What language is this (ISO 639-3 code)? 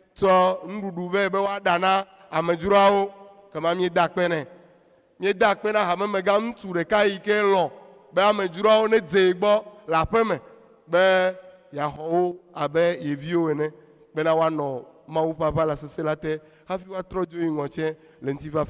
ewe